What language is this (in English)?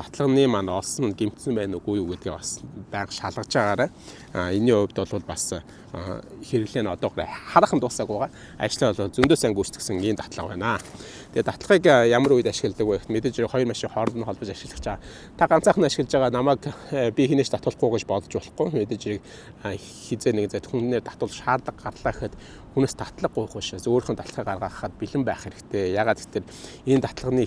Mongolian